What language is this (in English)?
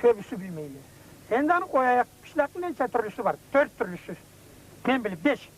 Karachay-Balkar